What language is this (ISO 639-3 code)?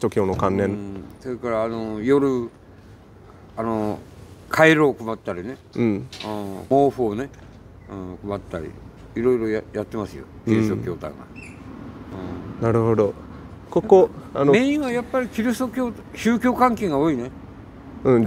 jpn